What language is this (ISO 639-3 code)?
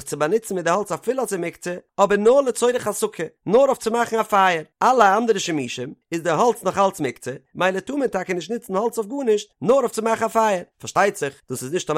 yid